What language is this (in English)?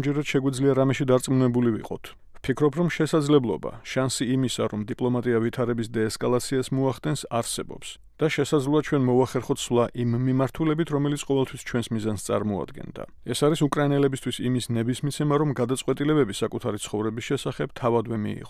Georgian